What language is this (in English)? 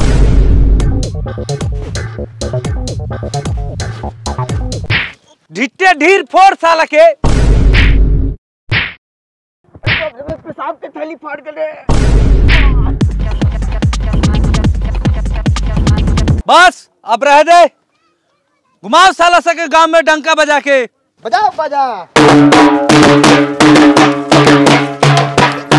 Bhojpuri